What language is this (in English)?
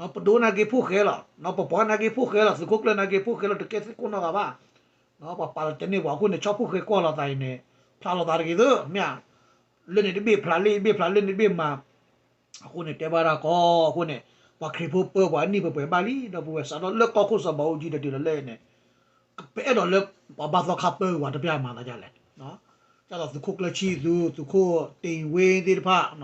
S'gaw Karen